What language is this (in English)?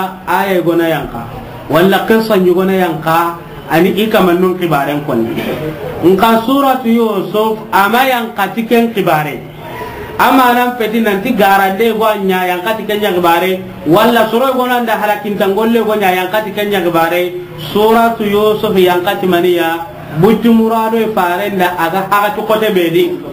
Soninke